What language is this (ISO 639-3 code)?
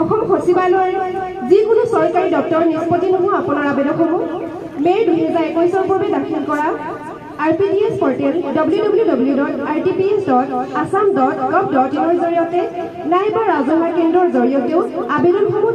asm